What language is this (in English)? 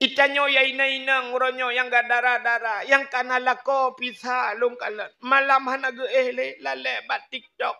Achinese